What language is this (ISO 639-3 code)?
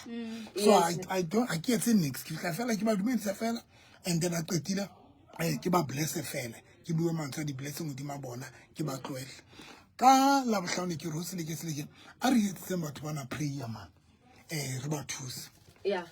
sot